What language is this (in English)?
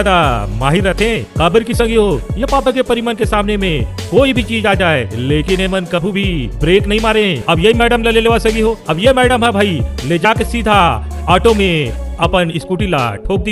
Chhattisgarhi